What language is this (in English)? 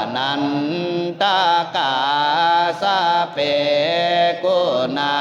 Pali